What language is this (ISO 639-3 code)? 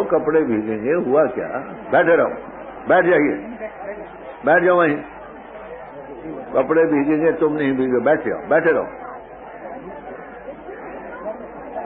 urd